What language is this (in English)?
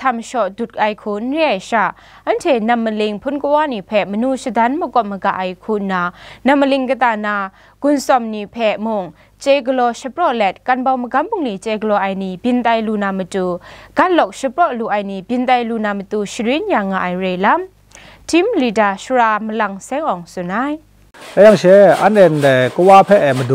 Kachin